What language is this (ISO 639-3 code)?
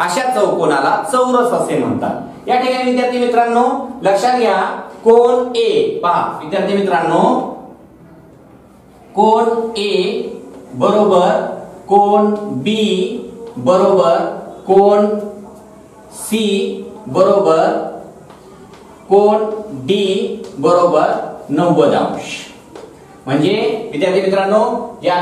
mar